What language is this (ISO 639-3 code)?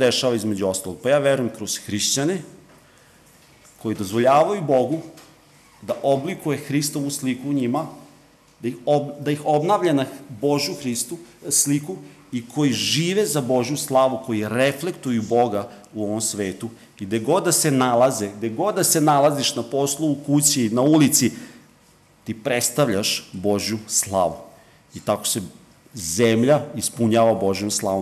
srp